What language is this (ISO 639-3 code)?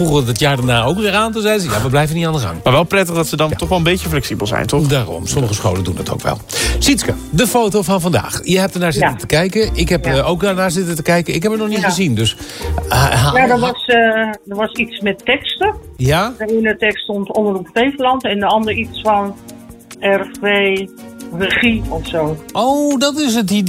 nld